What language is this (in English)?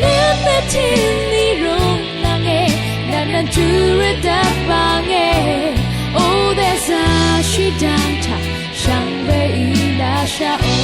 Rawang